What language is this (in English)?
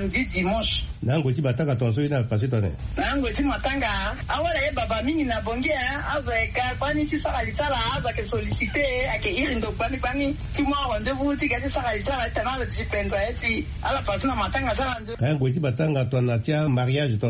Sango